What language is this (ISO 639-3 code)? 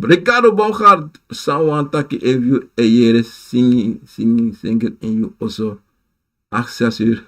srn